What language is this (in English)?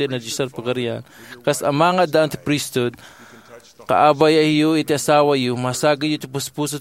Iloko